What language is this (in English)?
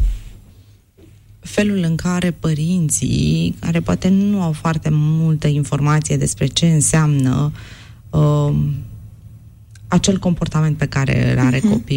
Romanian